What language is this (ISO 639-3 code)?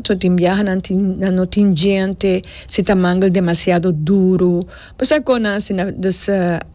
pap